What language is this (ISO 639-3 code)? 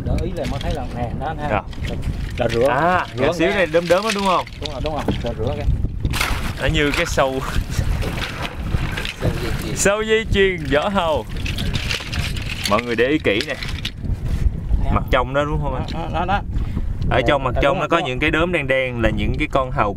vie